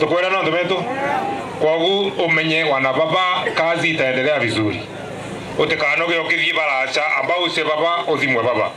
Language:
Meru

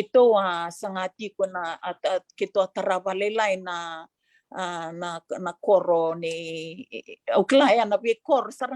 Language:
Fijian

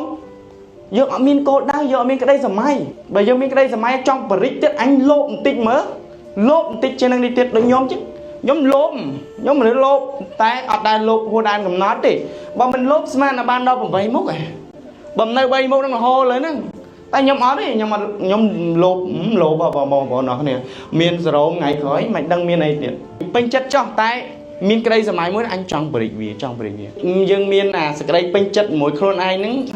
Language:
Khmer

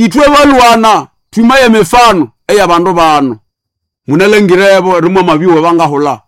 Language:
Nande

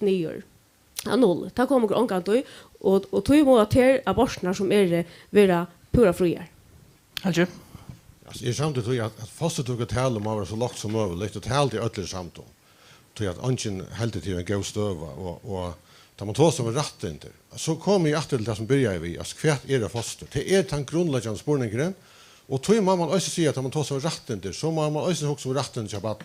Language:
Faroese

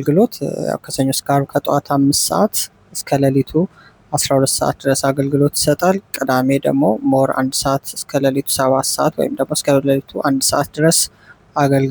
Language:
Amharic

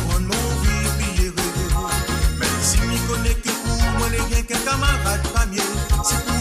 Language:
Morisyen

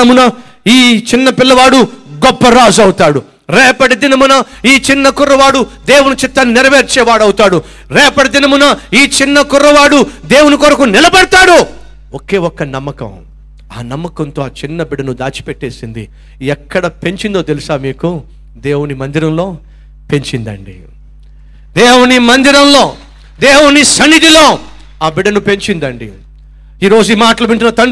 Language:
Telugu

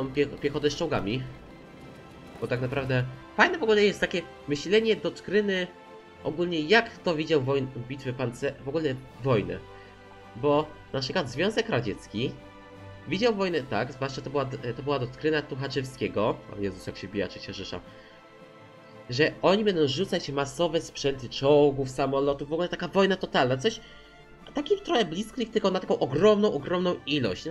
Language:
Polish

